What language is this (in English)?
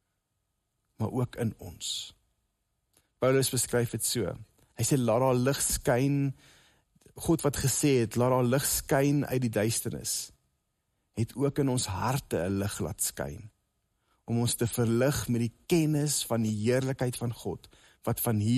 Afrikaans